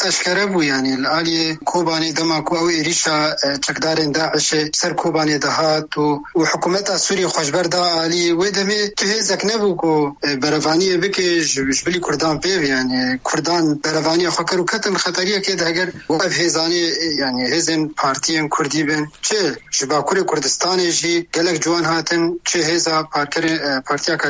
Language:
Kurdish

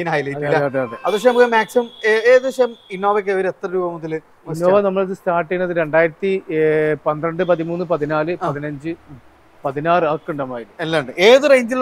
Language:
Malayalam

